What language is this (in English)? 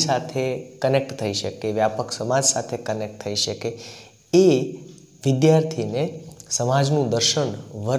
Gujarati